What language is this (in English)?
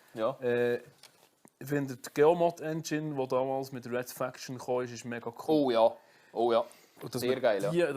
Swiss German